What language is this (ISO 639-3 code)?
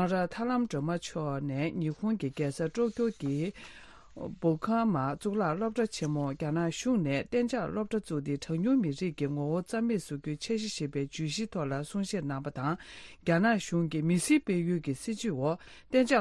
bod